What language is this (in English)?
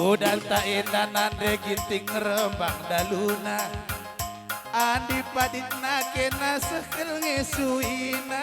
Batak Karo